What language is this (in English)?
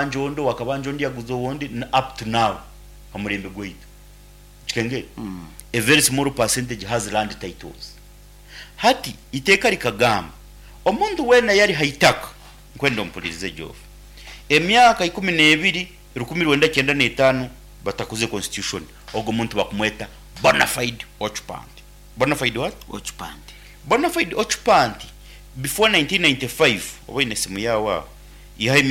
Nyoro